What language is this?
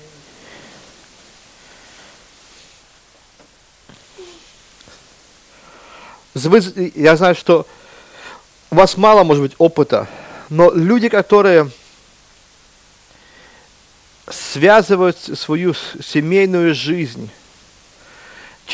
Russian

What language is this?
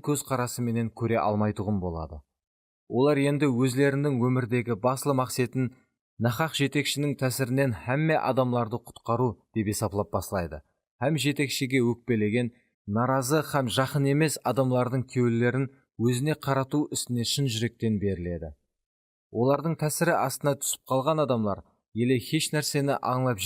Kara-Kalpak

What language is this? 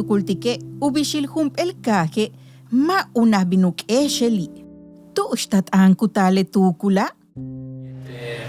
Yucateco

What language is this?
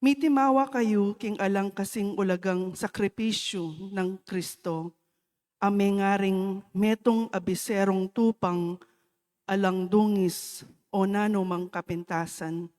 Pampanga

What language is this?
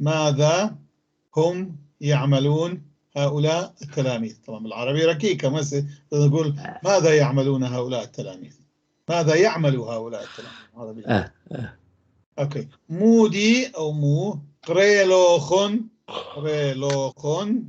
North Levantine Arabic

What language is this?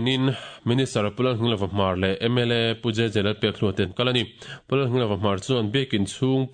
Mizo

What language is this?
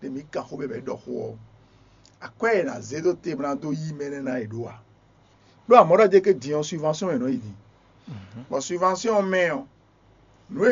Fon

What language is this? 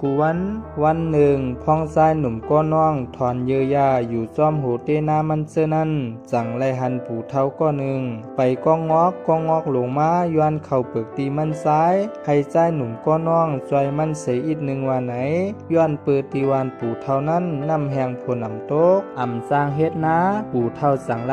Shan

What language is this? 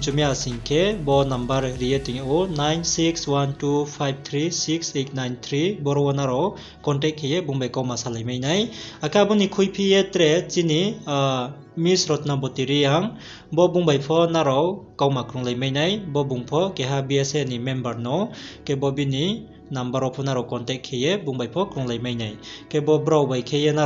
Riang (India)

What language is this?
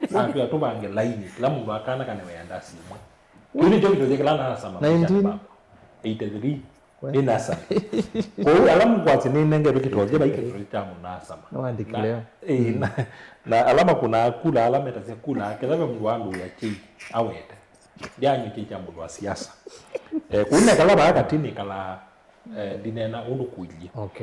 Kamba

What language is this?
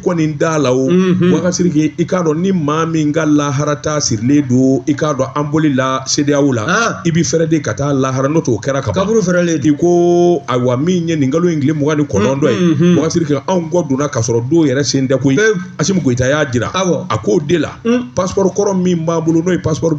Bambara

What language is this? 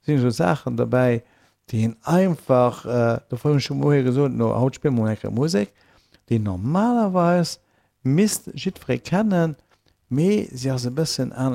Luxembourgish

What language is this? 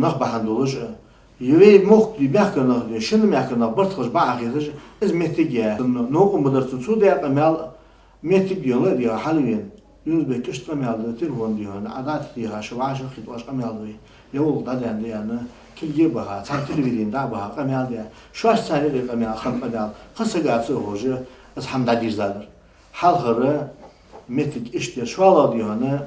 Ingush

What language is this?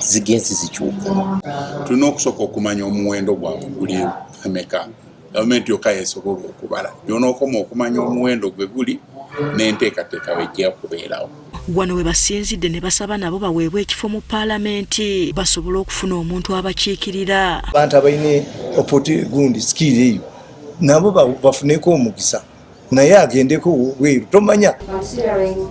Ganda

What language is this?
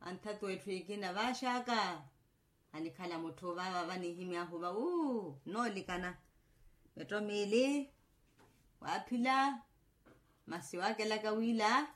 Makhuwa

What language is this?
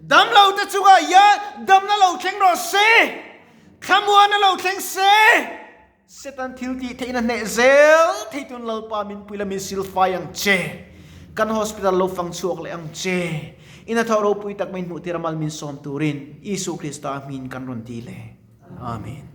Mizo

